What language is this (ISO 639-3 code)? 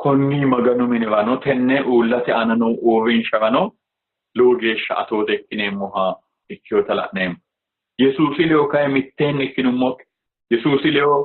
sid